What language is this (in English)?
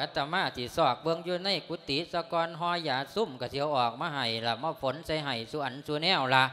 Lao